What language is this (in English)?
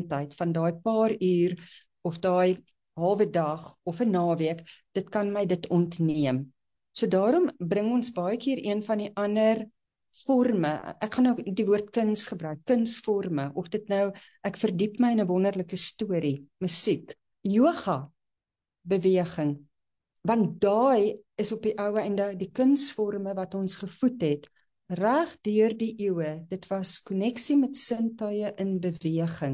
Afrikaans